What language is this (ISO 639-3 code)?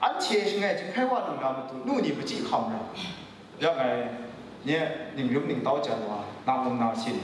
kac